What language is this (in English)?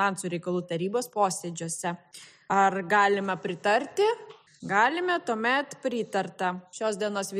Lithuanian